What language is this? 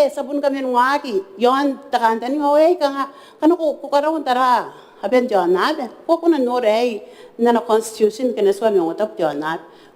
Gilbertese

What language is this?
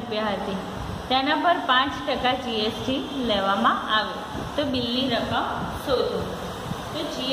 Gujarati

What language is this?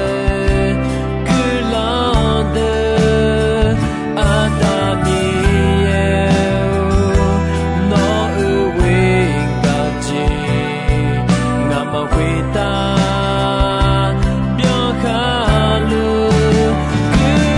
Akha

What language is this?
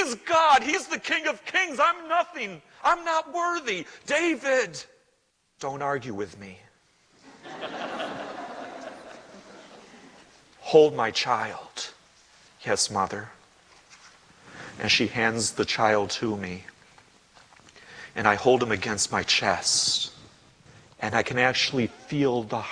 English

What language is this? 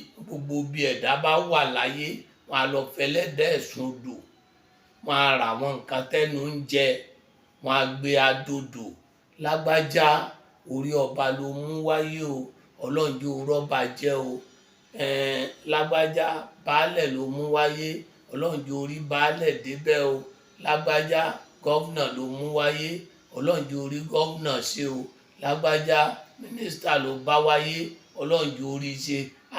Yoruba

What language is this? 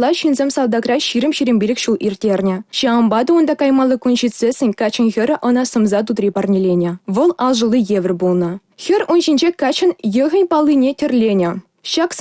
Chuvash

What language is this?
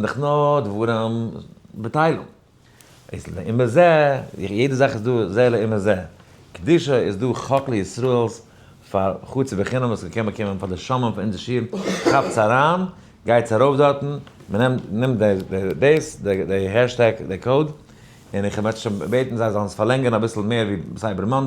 Yiddish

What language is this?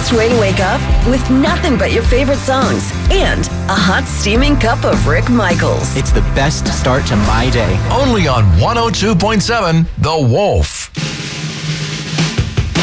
English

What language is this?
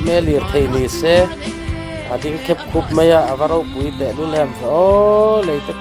Mizo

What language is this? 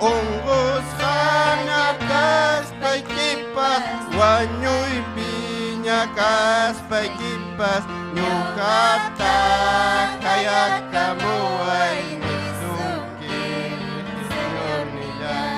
Ayacucho Quechua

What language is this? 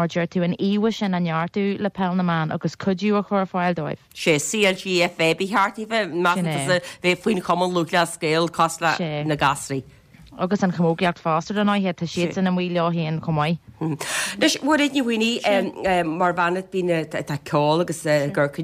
Irish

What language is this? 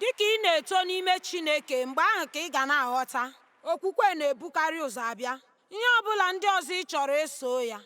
Igbo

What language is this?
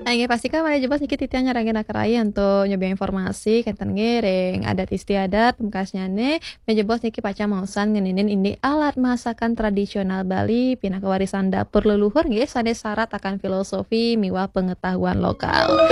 Balinese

